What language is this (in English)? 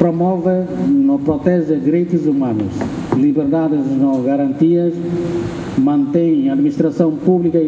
Tetum